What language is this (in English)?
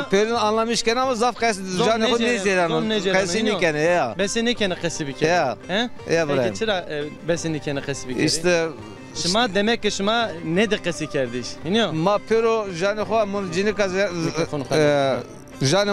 Zaza